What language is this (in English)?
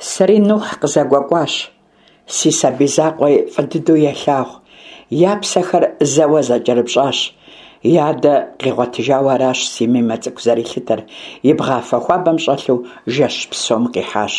Kabardian